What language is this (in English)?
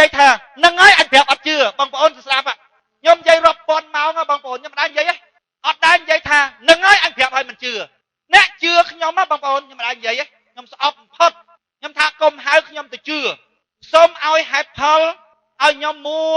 Khmer